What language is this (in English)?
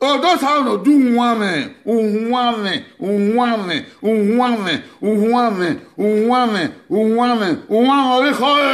Bini